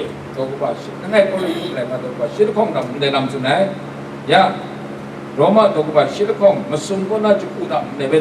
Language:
Kachin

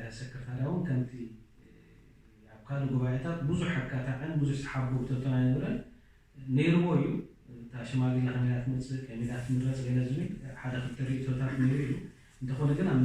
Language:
Tigrinya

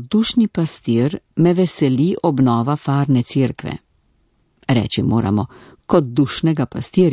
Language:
Slovenian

